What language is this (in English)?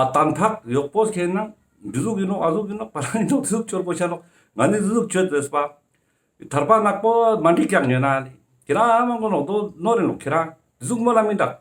Ladakhi